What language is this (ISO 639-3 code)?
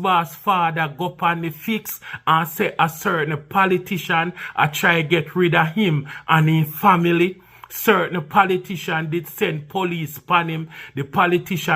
jam